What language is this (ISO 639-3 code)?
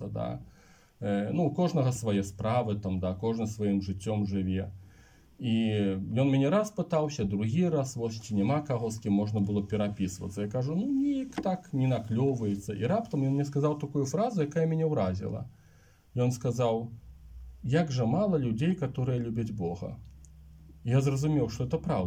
bel